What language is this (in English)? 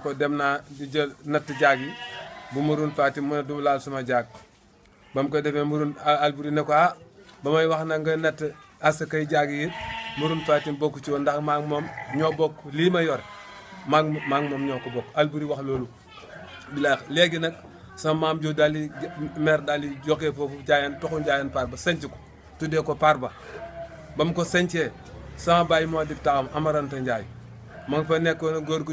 Wolof